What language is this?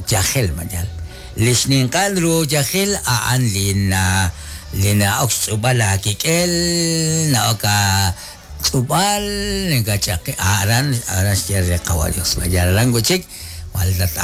Kekchí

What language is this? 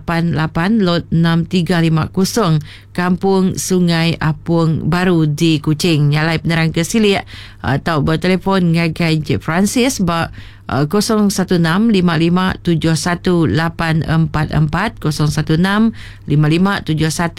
Iban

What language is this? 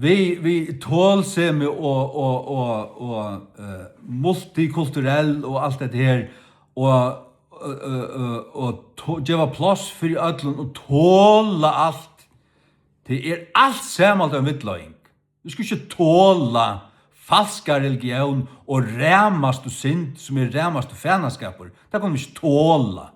Faroese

